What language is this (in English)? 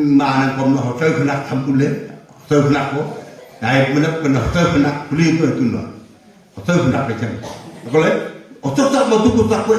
Wancho Naga